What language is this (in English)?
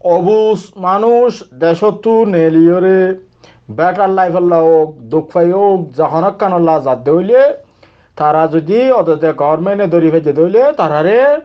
Rohingya